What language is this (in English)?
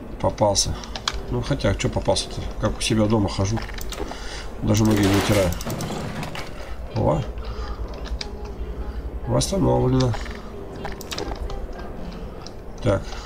Russian